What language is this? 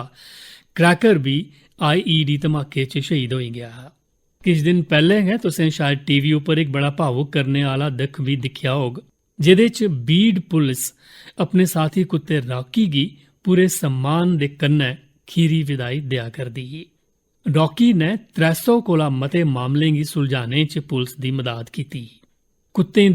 Dogri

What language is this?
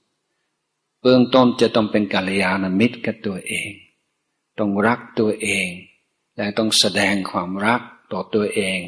Thai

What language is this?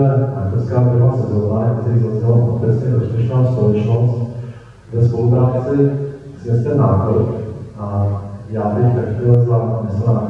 Czech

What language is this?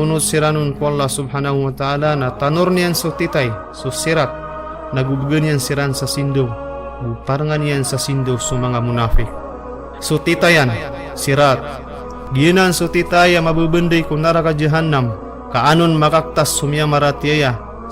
Maranao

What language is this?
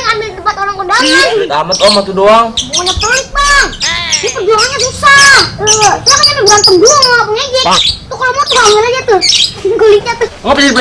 Betawi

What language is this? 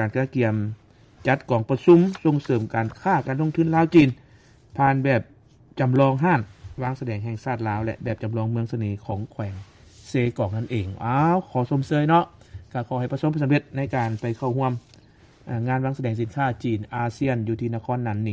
Lao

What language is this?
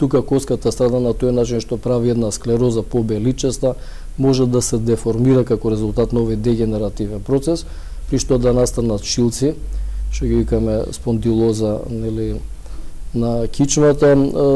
Macedonian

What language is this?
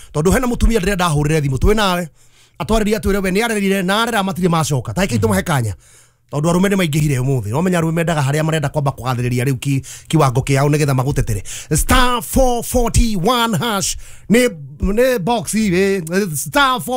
Kikuyu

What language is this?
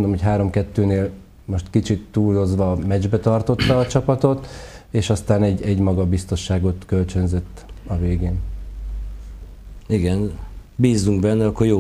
Hungarian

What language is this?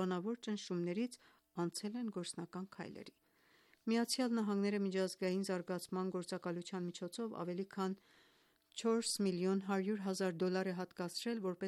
Armenian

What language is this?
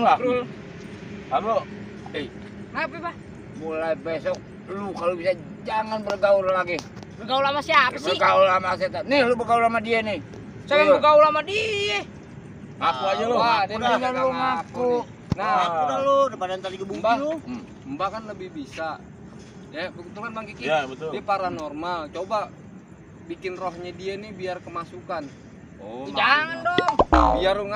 Betawi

